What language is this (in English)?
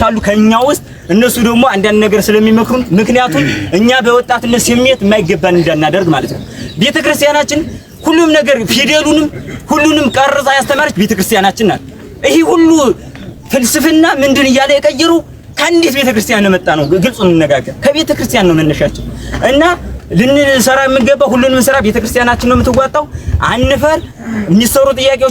Amharic